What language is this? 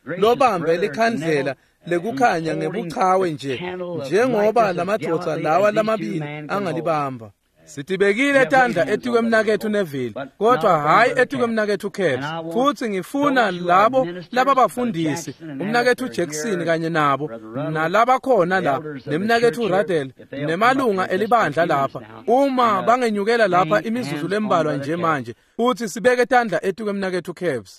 Swati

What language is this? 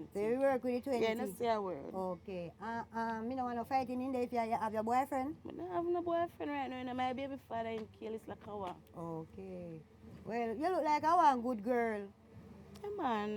Jamaican Creole English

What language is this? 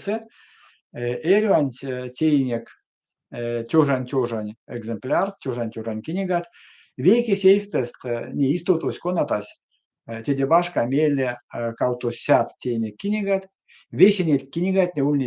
Erzya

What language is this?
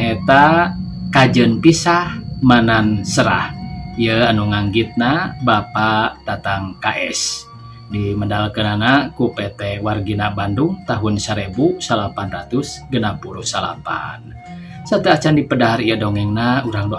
Sundanese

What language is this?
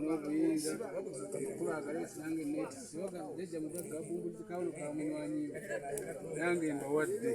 Ganda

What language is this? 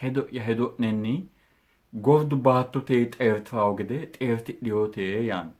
Sidamo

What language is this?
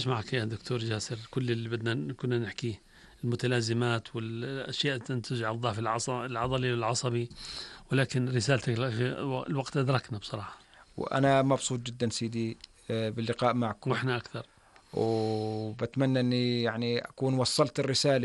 North Levantine Arabic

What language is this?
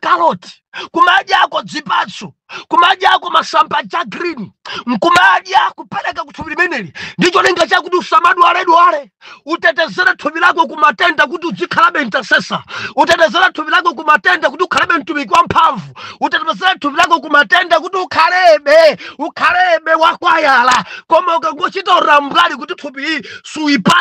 Nyanja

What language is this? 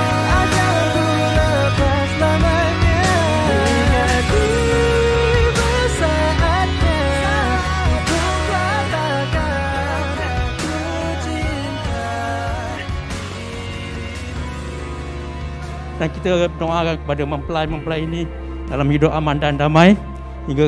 Malay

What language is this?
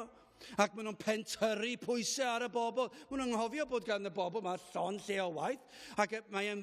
Welsh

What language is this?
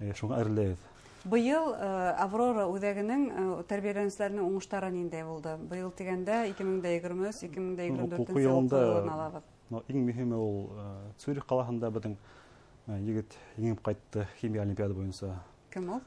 Bashkir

